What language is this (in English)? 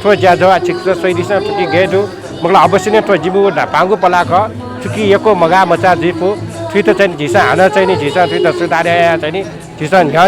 Newari